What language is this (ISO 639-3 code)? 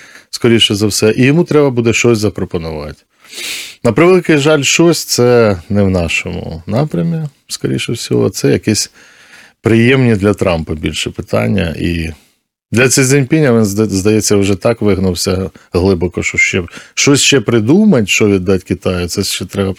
ukr